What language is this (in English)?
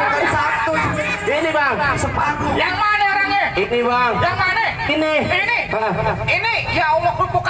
Betawi